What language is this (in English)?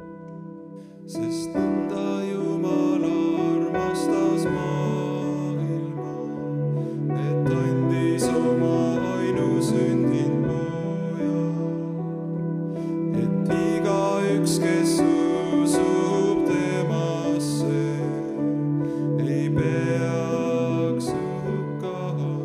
Estonian